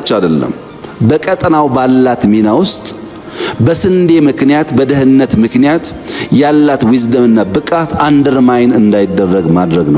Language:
Amharic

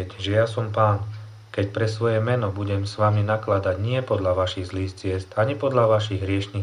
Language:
Slovak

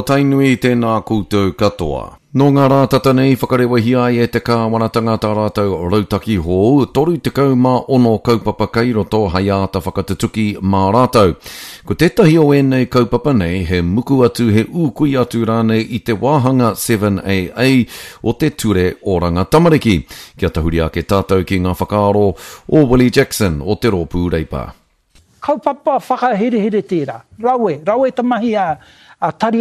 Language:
Māori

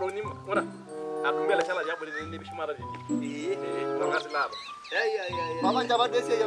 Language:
Masai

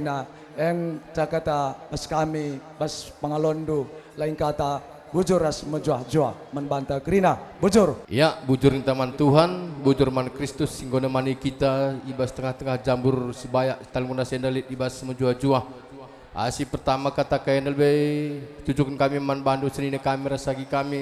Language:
Batak Karo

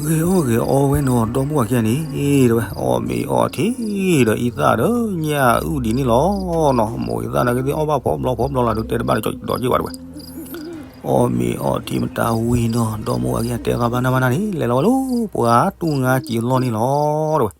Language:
S'gaw Karen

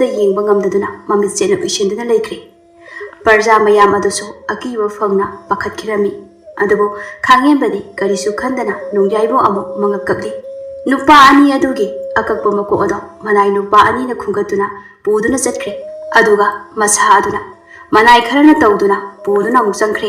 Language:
Manipuri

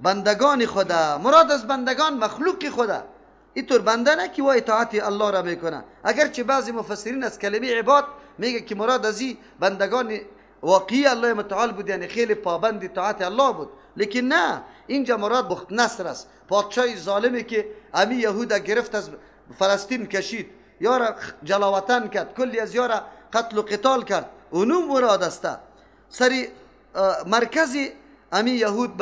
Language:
Persian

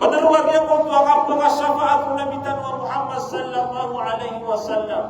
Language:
Maranao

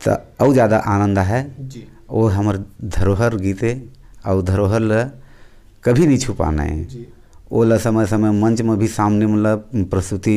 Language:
Chhattisgarhi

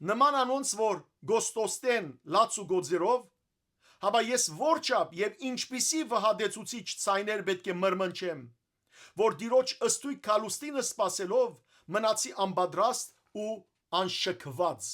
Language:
Western Armenian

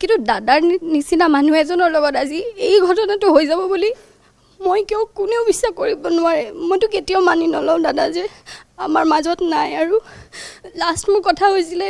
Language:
Assamese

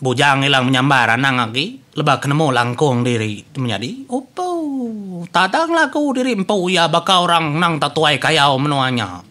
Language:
Iban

